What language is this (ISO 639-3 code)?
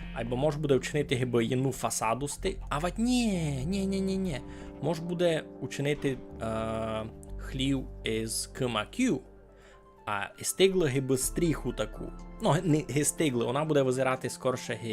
rue